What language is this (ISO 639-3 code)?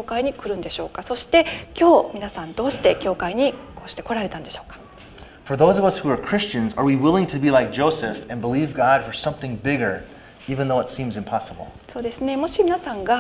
jpn